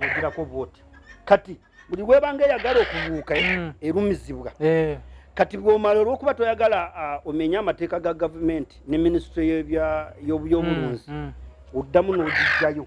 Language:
Ganda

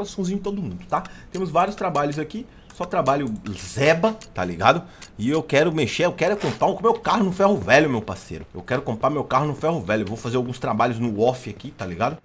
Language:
Portuguese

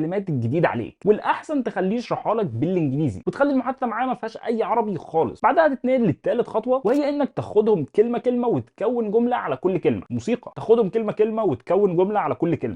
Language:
Egyptian Arabic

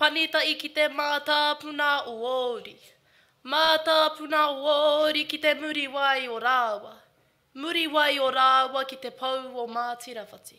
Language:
Māori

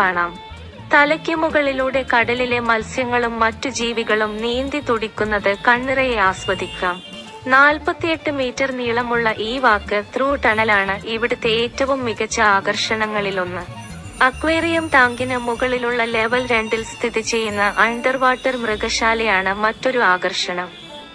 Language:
Malayalam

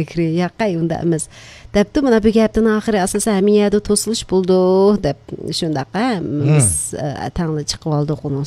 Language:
Uyghur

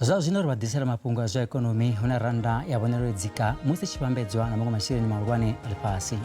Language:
Venda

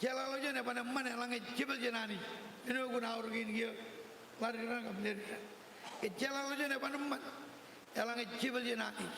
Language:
Marshallese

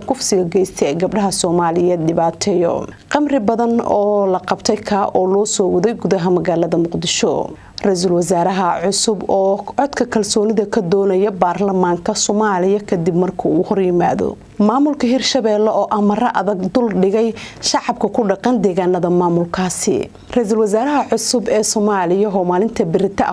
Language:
Somali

